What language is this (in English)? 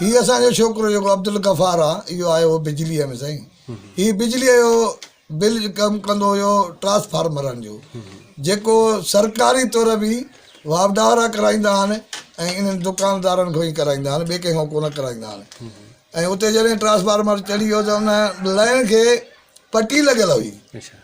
Sindhi